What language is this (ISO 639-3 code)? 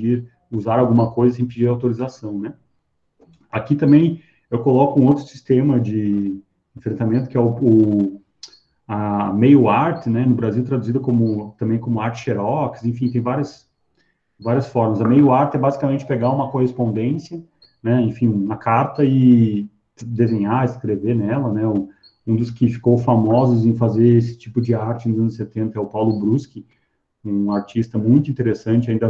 por